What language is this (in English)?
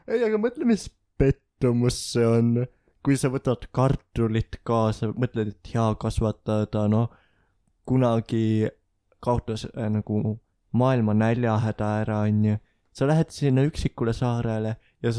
Estonian